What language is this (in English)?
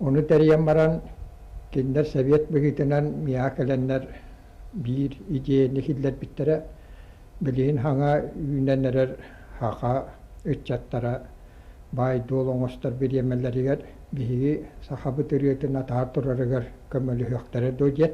Yakut